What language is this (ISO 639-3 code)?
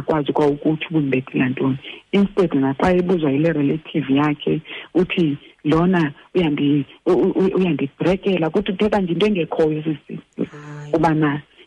xho